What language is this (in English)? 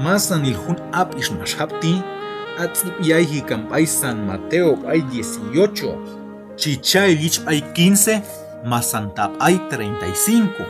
Q'anjob'al